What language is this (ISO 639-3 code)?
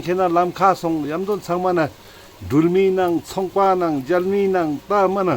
lbj